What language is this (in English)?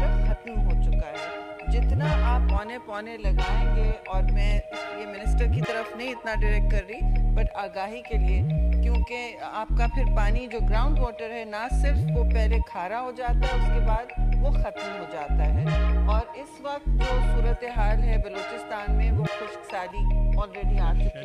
Urdu